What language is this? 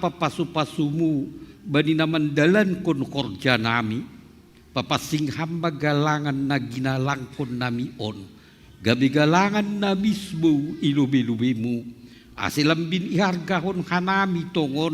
Batak Simalungun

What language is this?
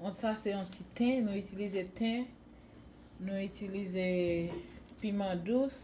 Haitian Creole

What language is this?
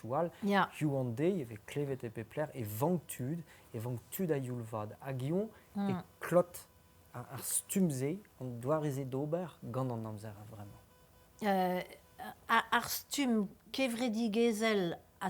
Breton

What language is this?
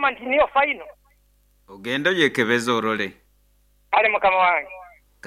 Nyoro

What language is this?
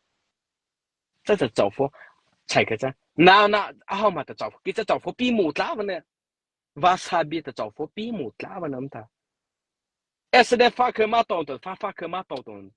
Mara Chin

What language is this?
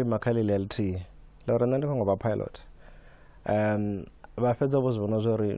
Venda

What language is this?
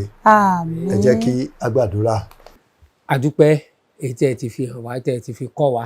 Yoruba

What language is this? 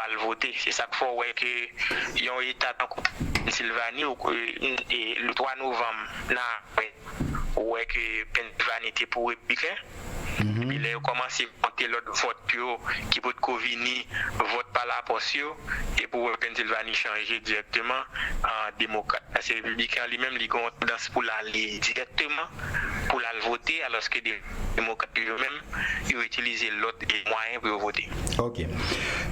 Haitian Creole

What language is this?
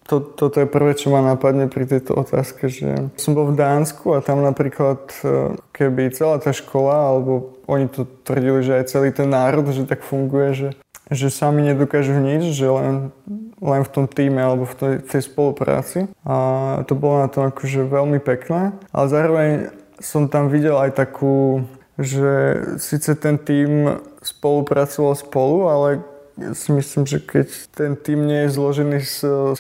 Slovak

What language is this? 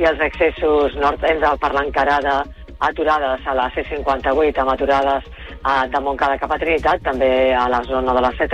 Catalan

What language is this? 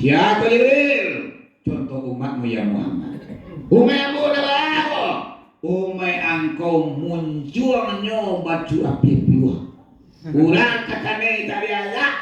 Minangkabau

